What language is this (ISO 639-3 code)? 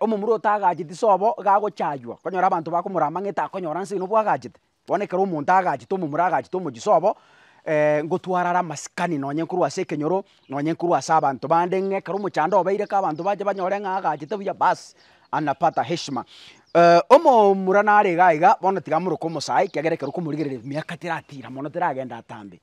guz